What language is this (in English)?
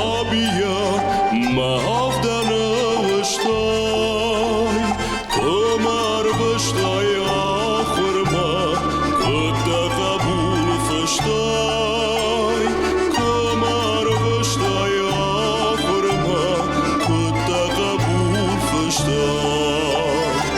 Ossetic